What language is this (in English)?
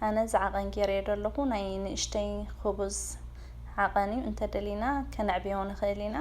Tigrinya